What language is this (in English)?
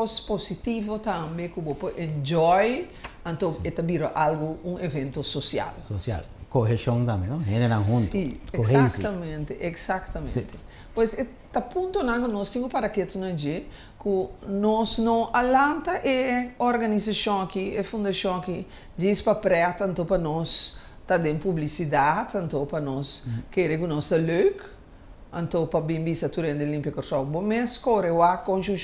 Papiamento